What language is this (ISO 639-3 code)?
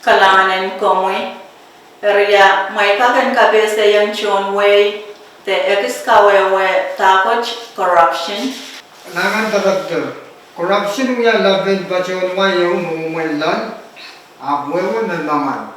pon